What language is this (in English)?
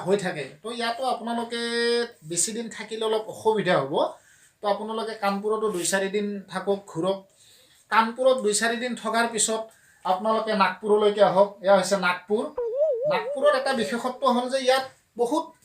Assamese